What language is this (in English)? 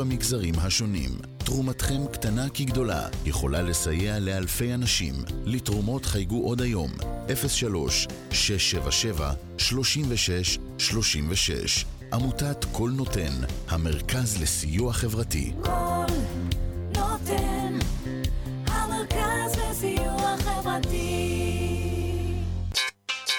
Hebrew